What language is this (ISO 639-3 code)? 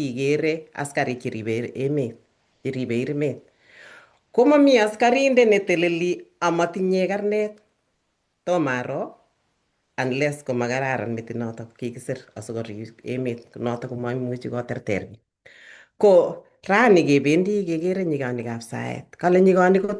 kln